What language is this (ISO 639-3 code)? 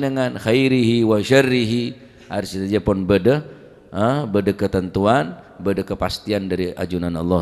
mad